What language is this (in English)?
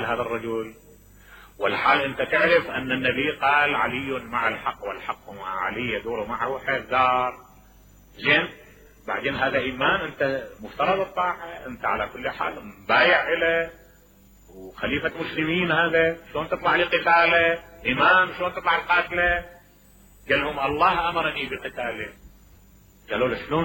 Mesopotamian Arabic